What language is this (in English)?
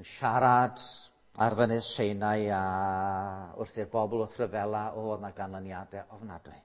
Welsh